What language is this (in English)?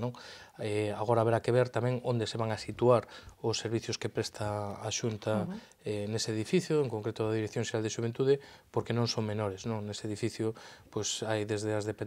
Galician